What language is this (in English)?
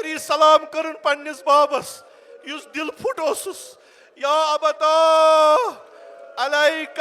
Kashmiri